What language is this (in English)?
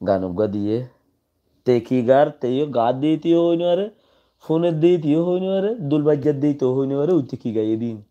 Rohingya